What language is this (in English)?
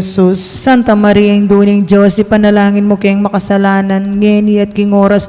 Pampanga